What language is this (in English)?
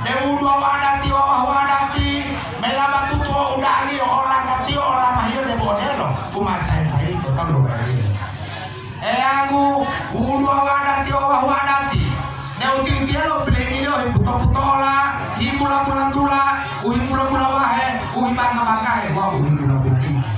Gorontalo